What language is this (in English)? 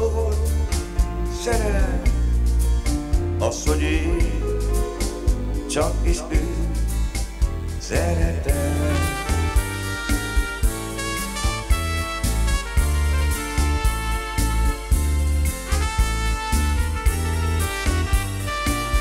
Hungarian